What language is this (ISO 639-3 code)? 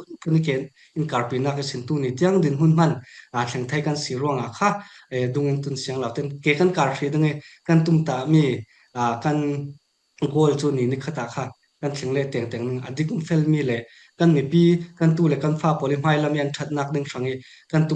cfm